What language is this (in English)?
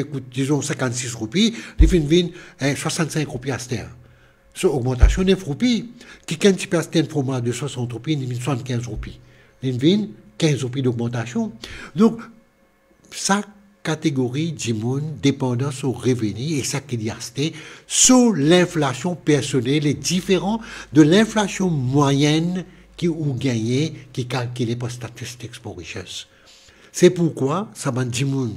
Morisyen